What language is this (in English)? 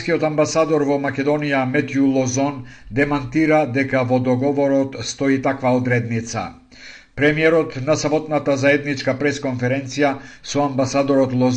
Macedonian